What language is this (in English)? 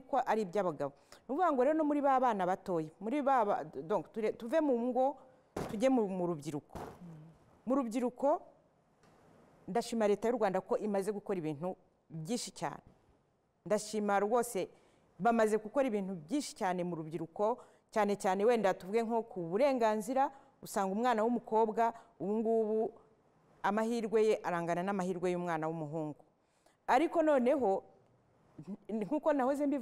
Kinyarwanda